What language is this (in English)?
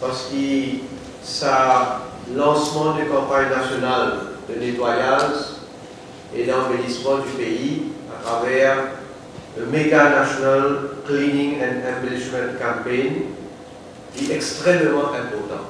Morisyen